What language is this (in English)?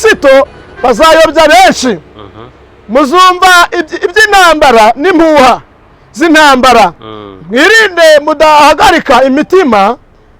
Kinyarwanda